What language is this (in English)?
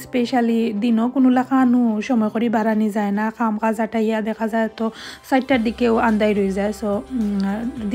Sylheti